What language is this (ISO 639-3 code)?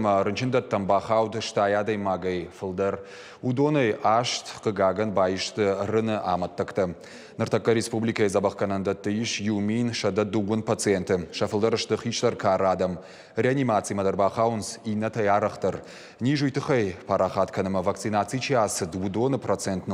oss